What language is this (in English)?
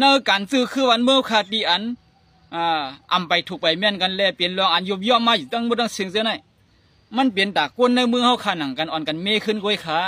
Shan